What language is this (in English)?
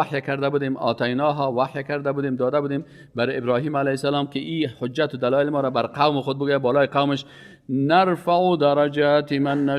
Persian